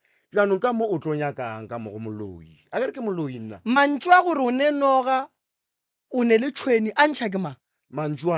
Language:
Northern Sotho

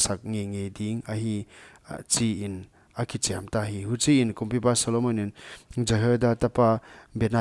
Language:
Paite Chin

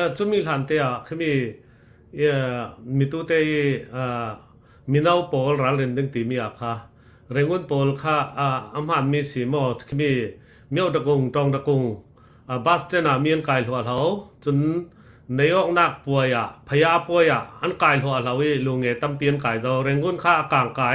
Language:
Falam Chin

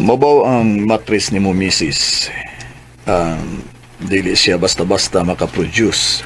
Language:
Cebuano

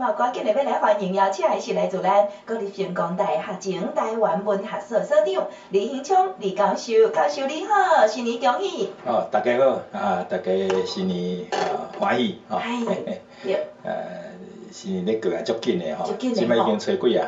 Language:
Min Nan Chinese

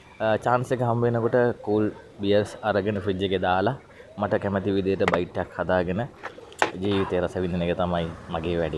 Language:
Sinhala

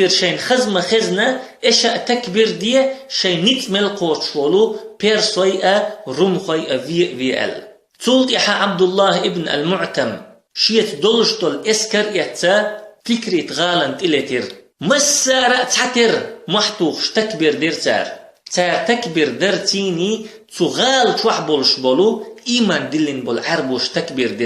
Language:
Chechen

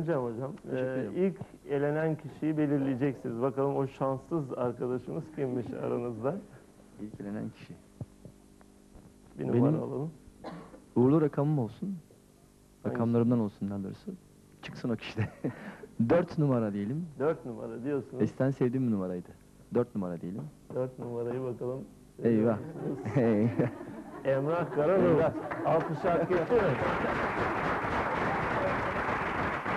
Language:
Turkish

